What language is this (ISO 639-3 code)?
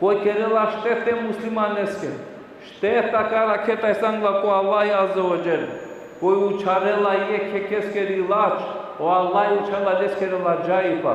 rmn